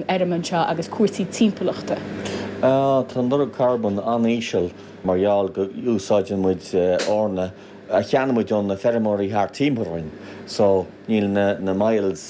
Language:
Irish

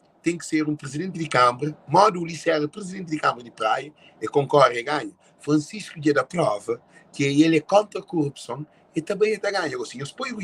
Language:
Kabuverdianu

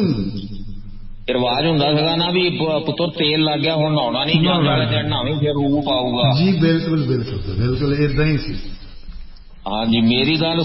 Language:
Punjabi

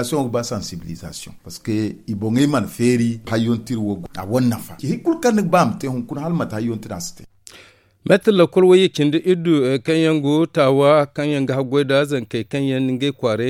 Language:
Zarma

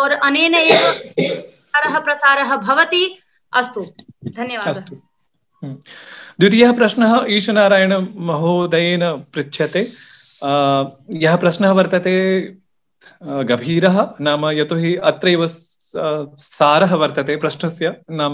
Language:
Sanskrit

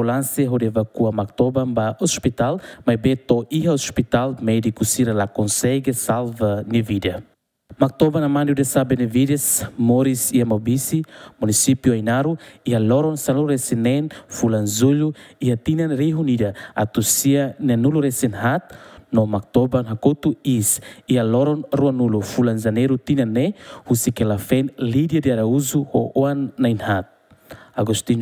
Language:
Tetum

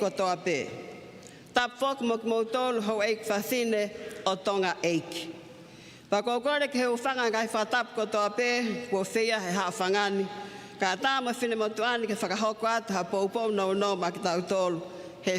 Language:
Tongan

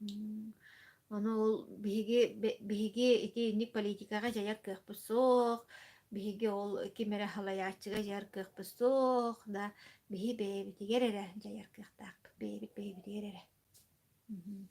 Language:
Yakut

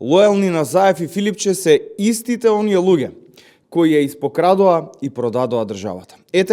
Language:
Macedonian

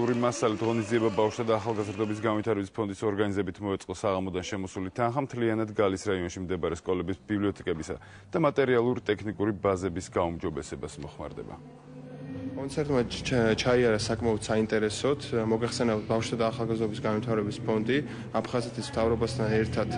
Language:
Georgian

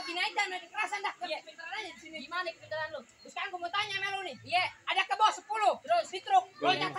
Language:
Betawi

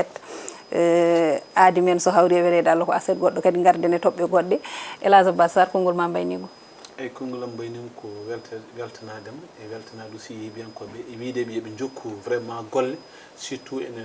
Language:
Fula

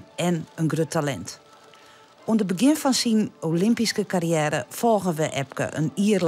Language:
Western Frisian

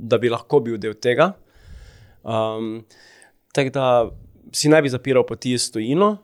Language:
Slovenian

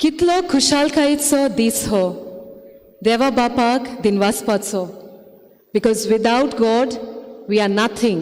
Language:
Konkani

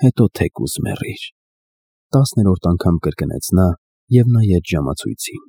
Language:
Armenian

